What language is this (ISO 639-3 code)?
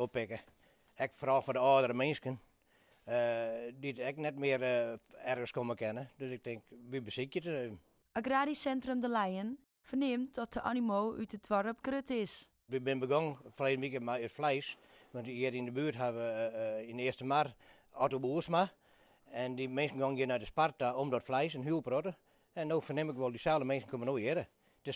fry